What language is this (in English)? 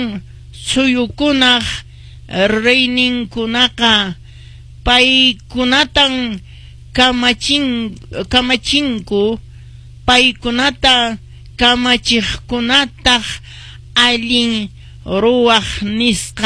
Quechua